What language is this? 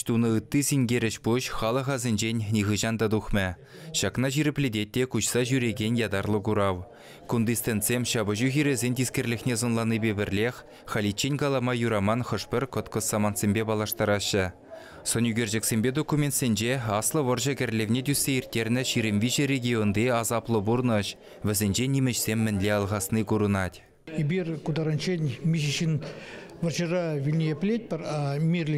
Chuvash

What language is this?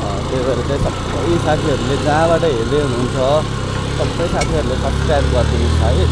Nepali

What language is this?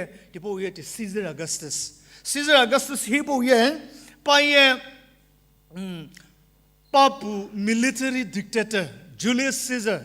Sumi Naga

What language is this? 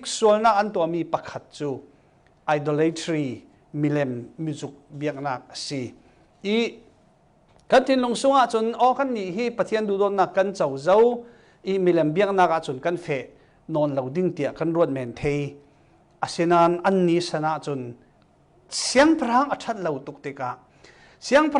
Falam Chin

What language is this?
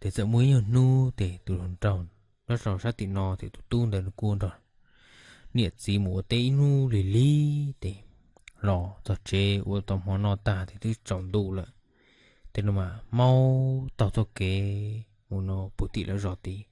Hmong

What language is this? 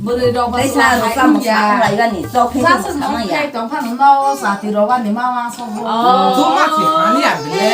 Kok Borok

